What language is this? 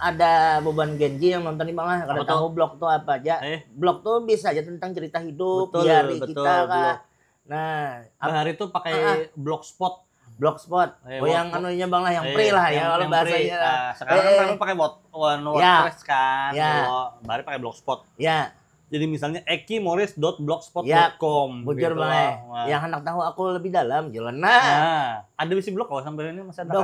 Banjar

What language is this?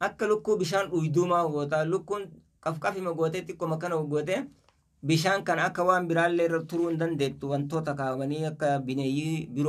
Oromo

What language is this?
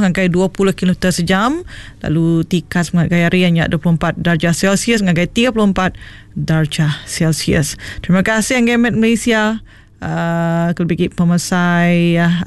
Malay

